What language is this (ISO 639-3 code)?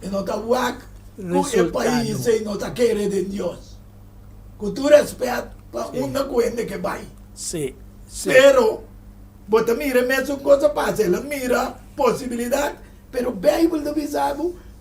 pap